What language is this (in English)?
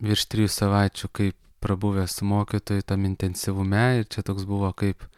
Lithuanian